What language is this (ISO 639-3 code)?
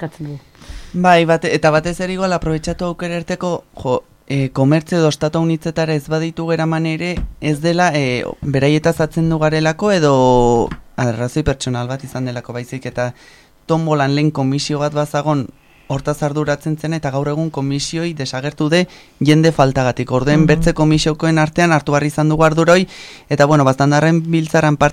eus